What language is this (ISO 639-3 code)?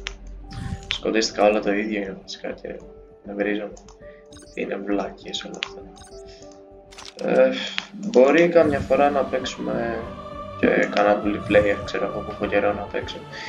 ell